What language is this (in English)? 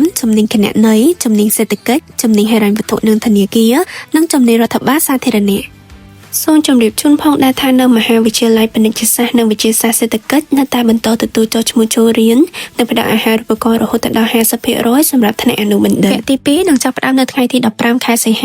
Khmer